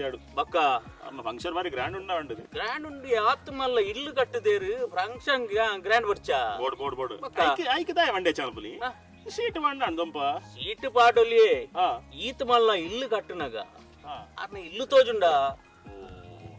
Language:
Tulu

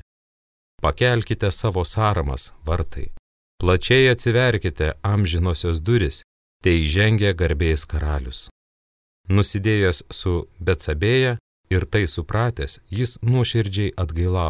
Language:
Lithuanian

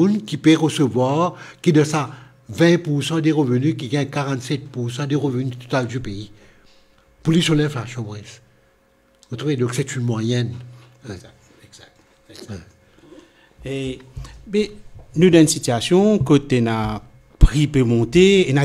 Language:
Morisyen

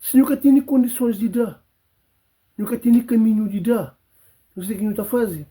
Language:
Kabuverdianu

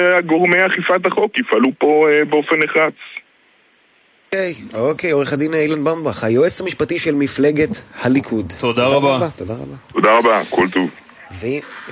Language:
Hebrew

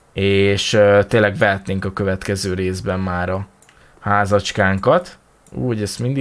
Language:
Hungarian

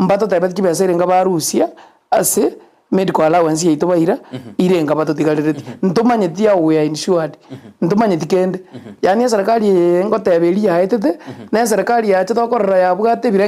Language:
Gusii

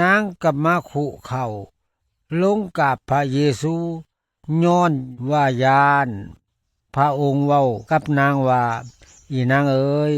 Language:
Lao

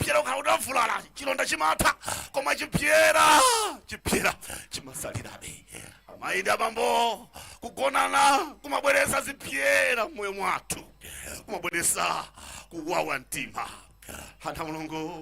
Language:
Nyanja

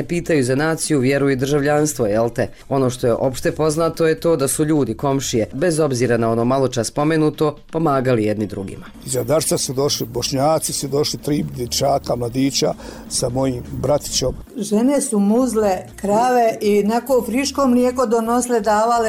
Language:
Bosnian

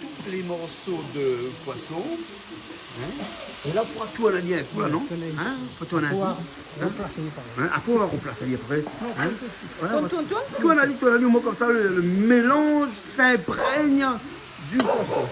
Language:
Réunion Creole French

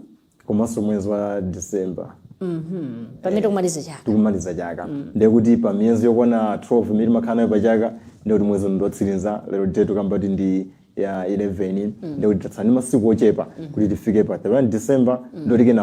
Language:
Nyanja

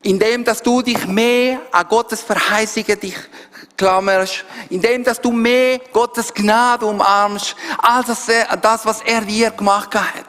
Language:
Swiss German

